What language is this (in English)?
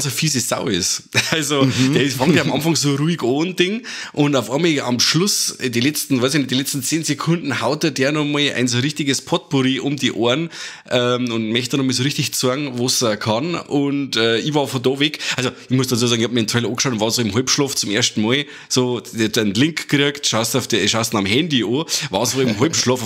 Bavarian